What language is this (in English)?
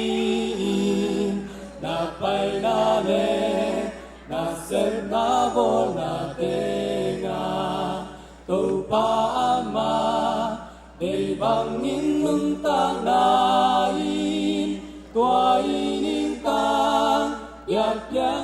Tedim Chin